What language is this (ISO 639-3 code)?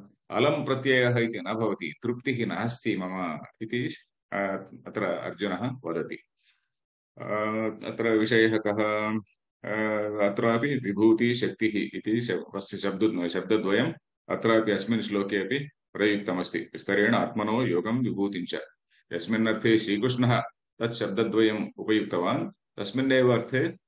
san